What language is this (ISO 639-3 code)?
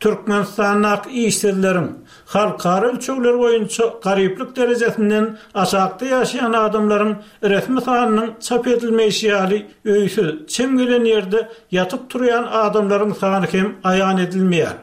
tuk